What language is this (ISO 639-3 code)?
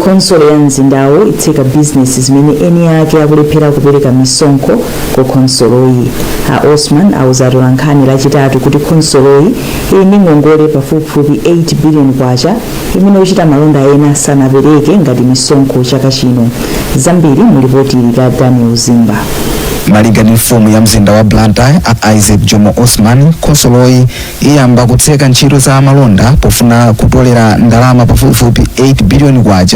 nya